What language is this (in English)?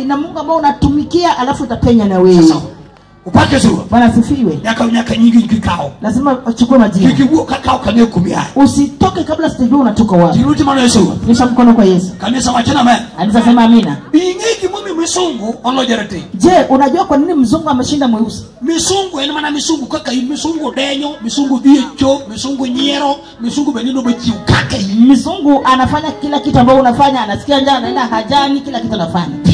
Luo (Kenya and Tanzania)